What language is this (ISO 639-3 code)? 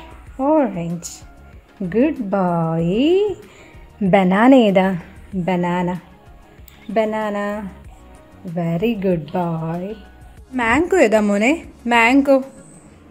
mal